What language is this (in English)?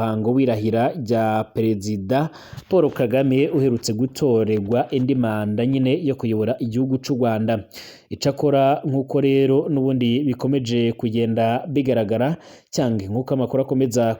Rundi